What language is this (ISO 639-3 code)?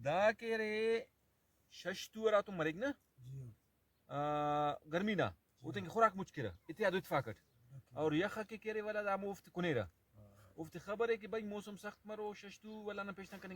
brh